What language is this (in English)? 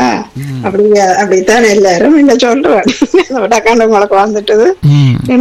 Tamil